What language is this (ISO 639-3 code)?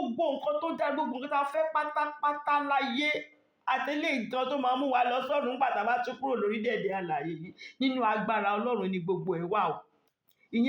yor